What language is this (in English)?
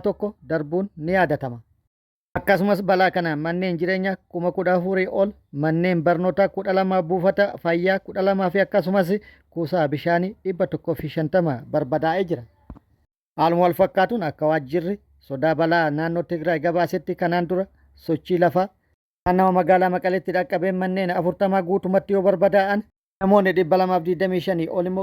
Oromo